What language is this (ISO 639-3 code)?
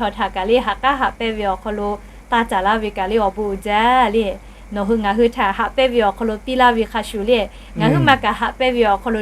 lhu